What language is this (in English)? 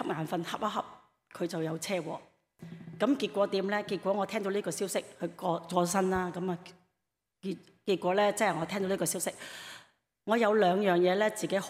Cantonese